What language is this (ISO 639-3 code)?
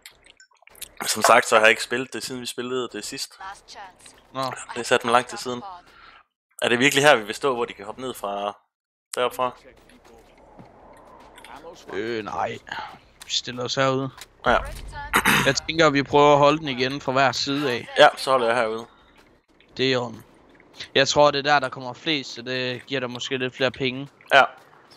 dan